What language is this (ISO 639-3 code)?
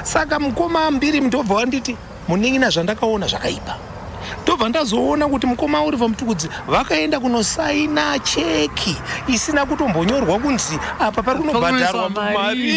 sna